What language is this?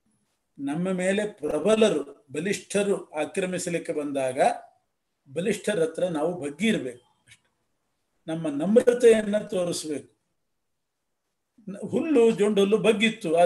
Kannada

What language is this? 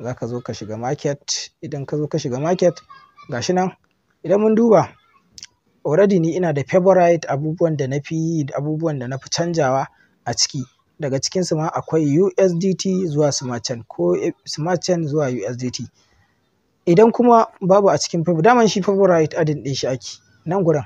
Hausa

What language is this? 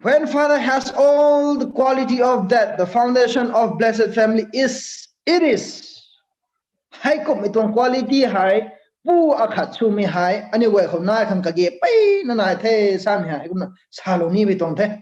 Rongmei Naga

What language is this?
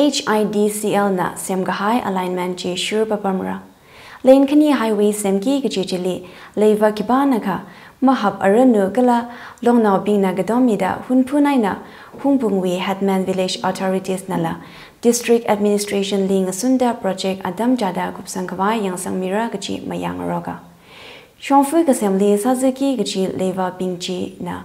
Tangkhul Naga (India)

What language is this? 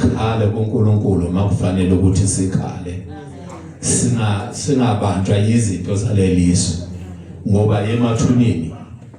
Zulu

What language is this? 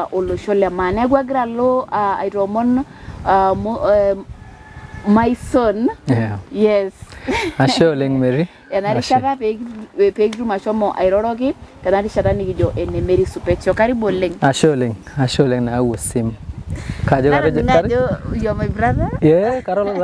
Masai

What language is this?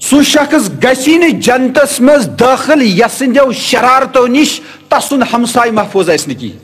Kashmiri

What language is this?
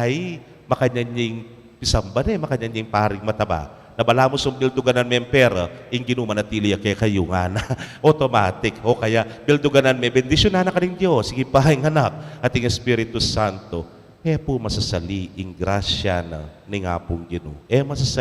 Pampanga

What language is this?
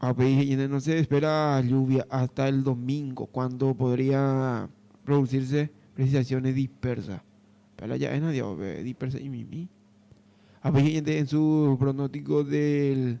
Guarani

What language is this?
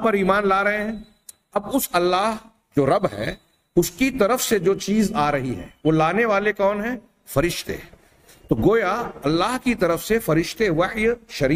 Urdu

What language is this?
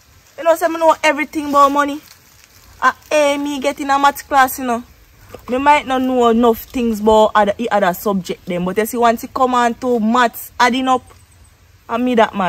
Jamaican Creole English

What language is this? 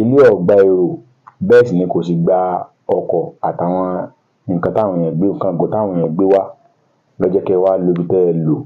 Yoruba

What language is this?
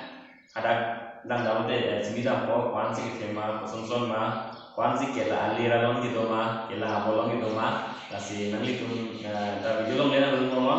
Karbi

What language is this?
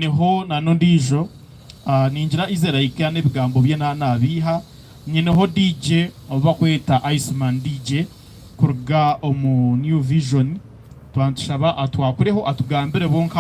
Nyankole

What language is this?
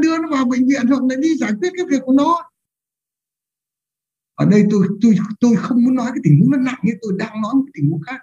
Vietnamese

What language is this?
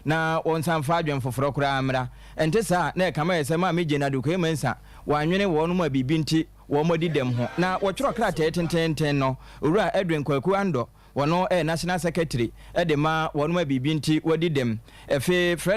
Akan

